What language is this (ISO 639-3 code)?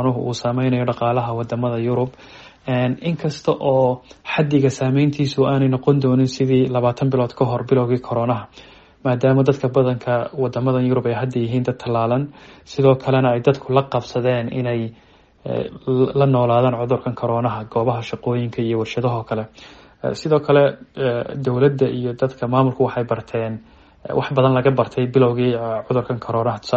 som